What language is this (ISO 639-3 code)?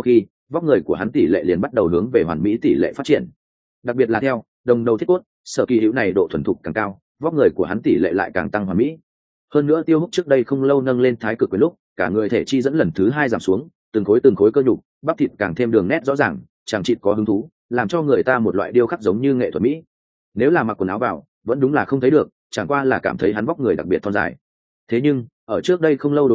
vie